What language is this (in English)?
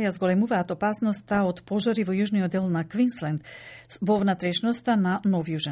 Macedonian